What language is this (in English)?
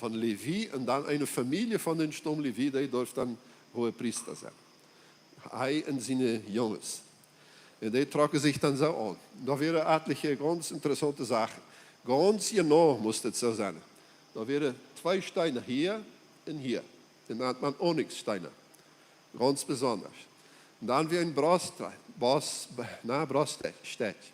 Plautdietsch